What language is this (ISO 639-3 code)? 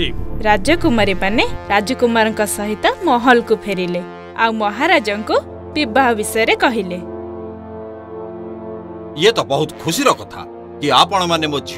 ori